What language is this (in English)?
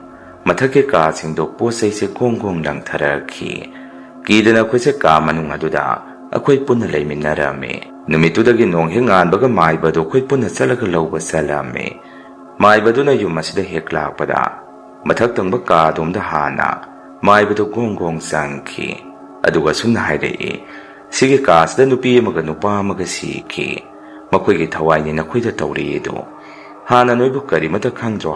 Manipuri